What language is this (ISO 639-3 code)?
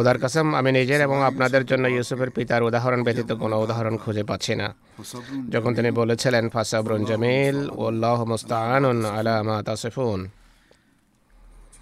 ben